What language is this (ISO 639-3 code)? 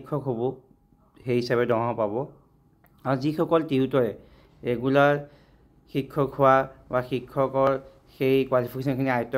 asm